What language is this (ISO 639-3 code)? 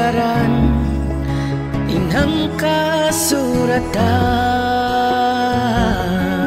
tsg